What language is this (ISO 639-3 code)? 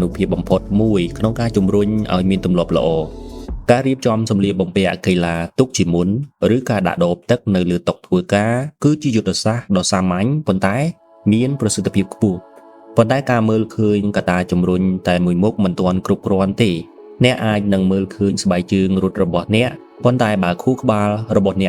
khm